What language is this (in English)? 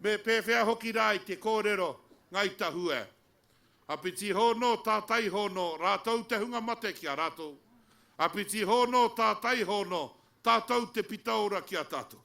Māori